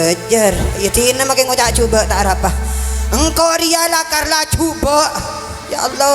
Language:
Madurese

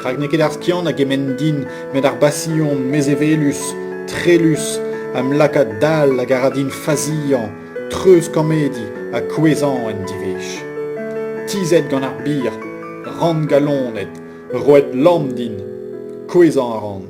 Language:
Breton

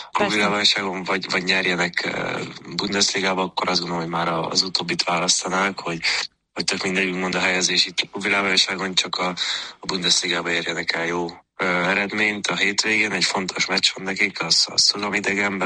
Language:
Hungarian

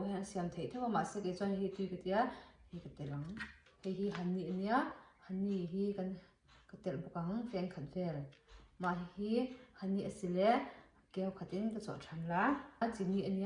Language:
Mizo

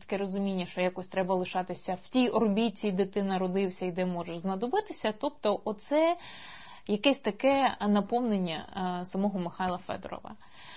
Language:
Ukrainian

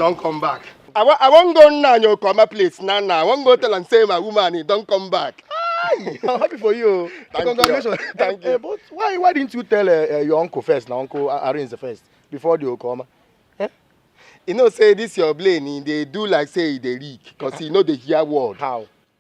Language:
Nigerian Pidgin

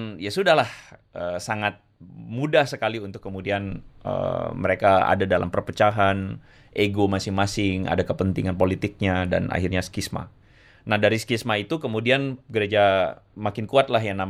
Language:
Indonesian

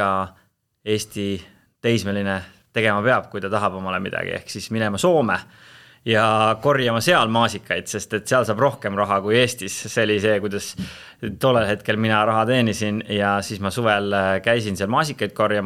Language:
Estonian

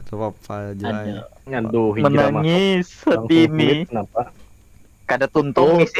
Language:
Banjar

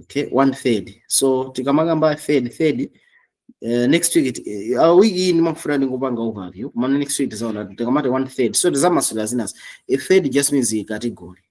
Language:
Nyanja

